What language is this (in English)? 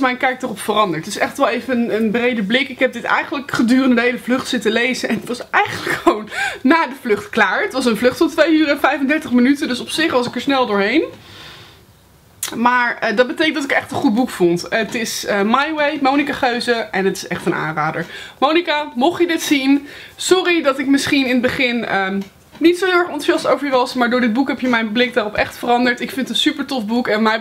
Dutch